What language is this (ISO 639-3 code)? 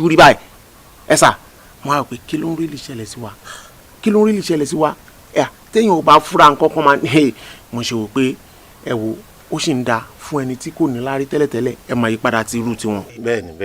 yor